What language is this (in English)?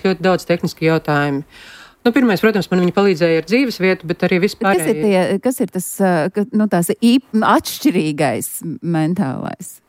Latvian